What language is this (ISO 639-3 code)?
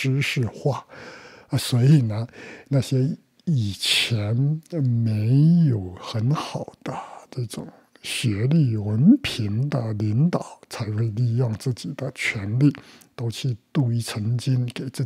zho